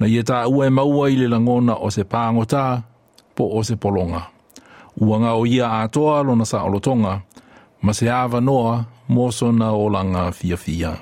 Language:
Samoan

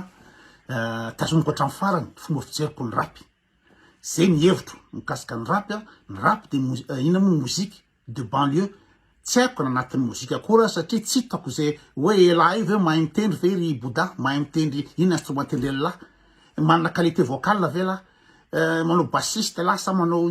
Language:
Malagasy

